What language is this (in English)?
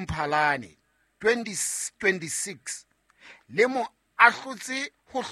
Southern Sotho